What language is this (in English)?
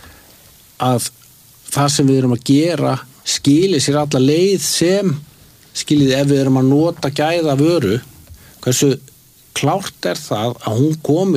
Icelandic